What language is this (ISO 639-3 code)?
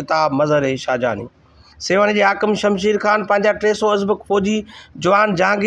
snd